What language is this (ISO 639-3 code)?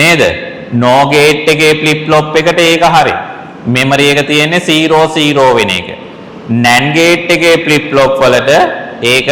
sin